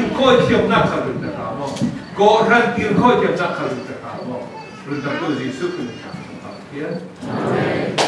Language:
Falam Chin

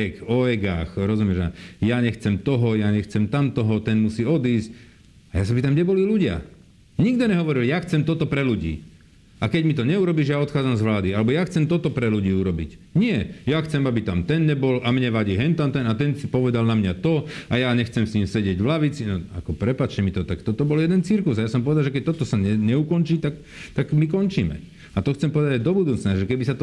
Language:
Slovak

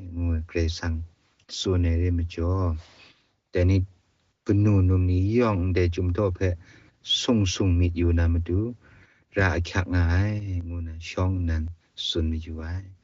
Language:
Kachin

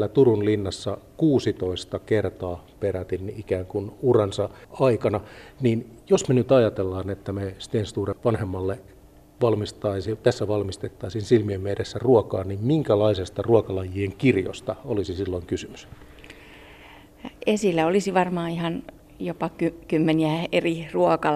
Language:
Finnish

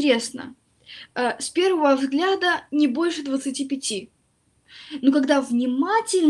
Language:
Russian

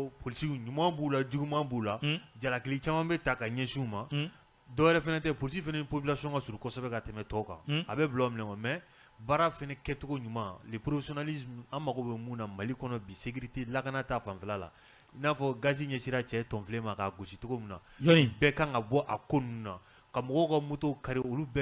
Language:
Bambara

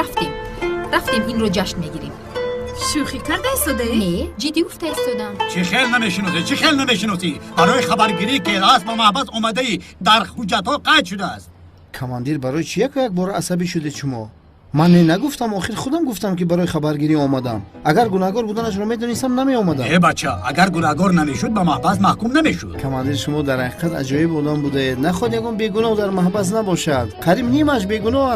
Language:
Tajik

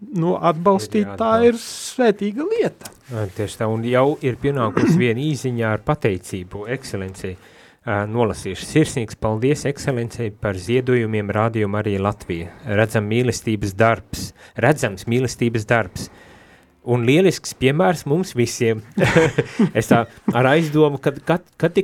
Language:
Latvian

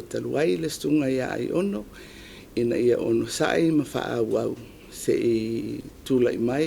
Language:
Samoan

